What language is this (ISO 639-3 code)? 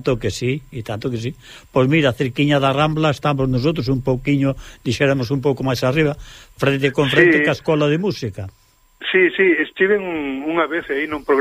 glg